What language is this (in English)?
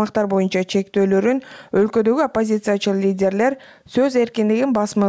Kyrgyz